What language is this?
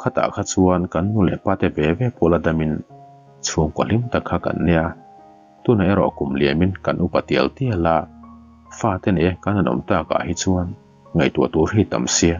Mizo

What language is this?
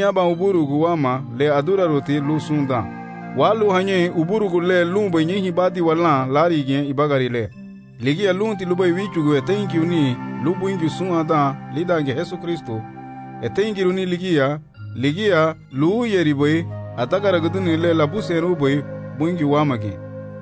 Garifuna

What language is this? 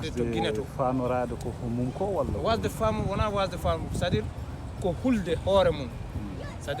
Fula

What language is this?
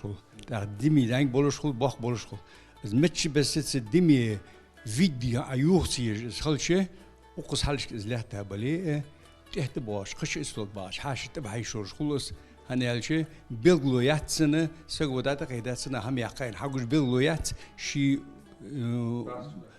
Ingush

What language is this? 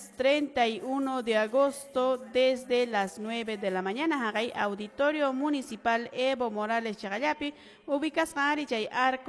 Quechua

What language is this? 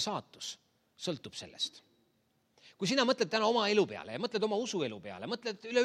Estonian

